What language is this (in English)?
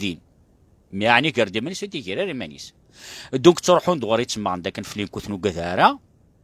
Kabyle